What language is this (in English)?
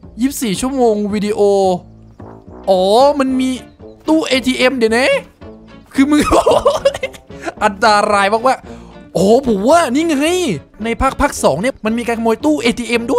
Thai